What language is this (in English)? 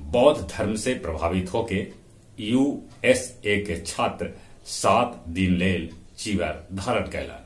Magahi